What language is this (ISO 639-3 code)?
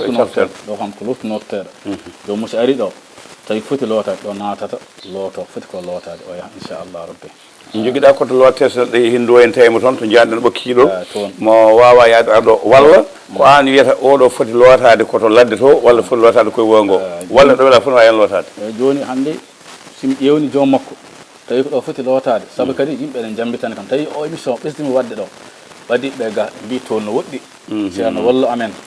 ful